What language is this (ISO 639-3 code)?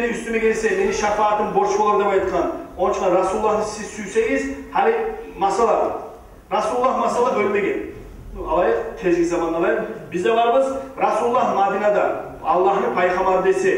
kum